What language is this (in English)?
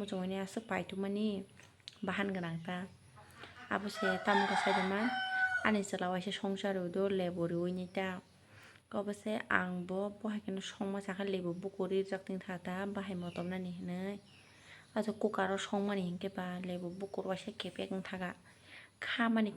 Kok Borok